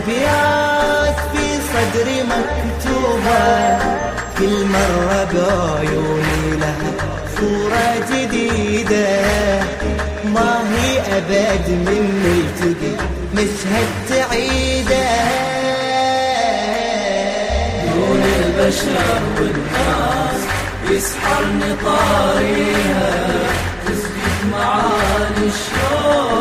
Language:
Arabic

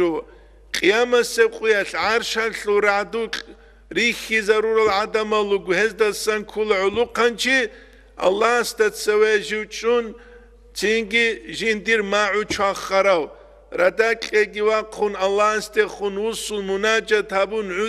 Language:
Avaric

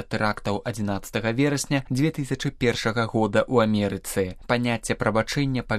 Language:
Belarusian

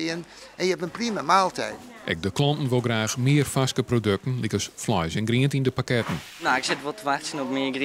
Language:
Western Frisian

